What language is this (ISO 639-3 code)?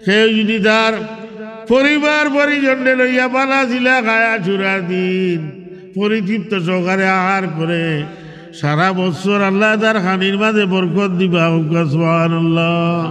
syl